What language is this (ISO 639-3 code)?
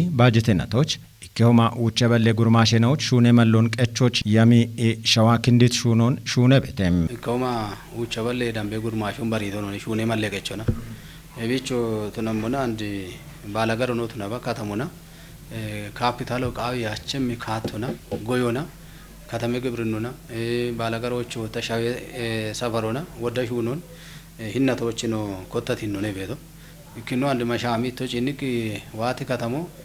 kbr